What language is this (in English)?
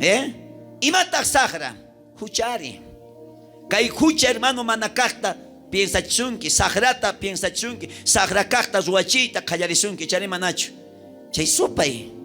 South Bolivian Quechua